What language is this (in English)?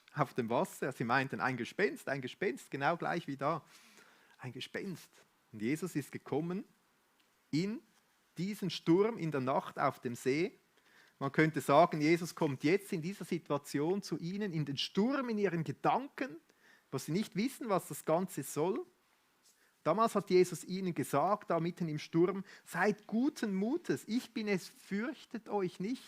Swiss German